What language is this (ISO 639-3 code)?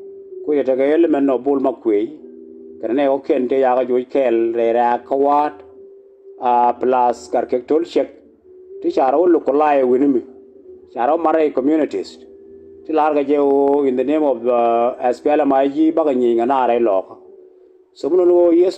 nus